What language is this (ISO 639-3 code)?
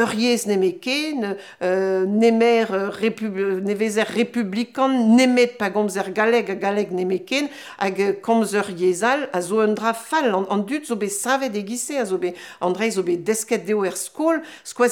bre